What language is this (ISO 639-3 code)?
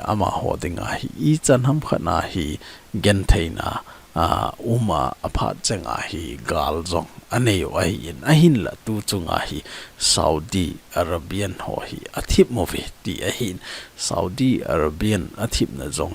tcz